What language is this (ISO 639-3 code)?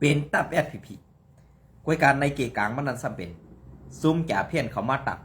shn